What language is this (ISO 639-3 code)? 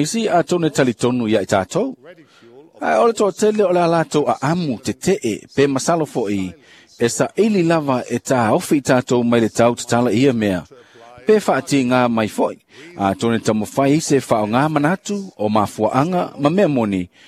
smo